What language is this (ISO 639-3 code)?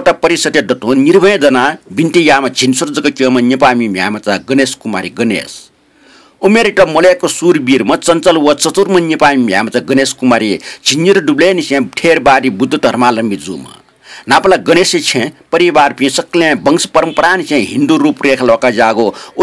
new